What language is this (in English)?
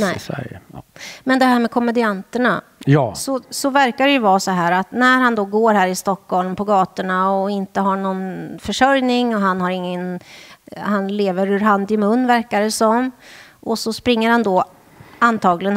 Swedish